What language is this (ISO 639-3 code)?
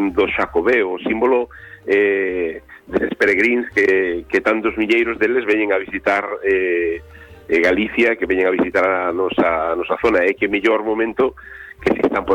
glg